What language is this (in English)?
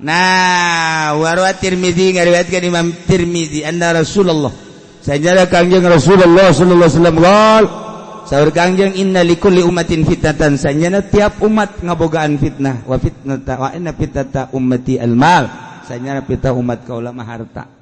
Sundanese